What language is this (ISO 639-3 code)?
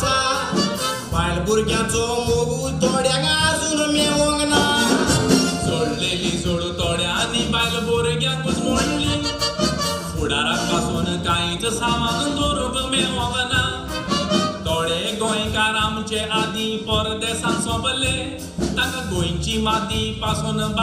kok